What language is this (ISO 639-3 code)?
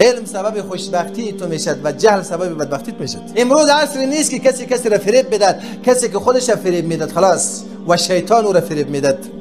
fas